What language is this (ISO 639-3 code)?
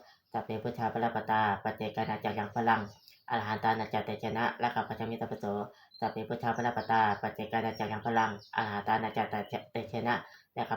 pli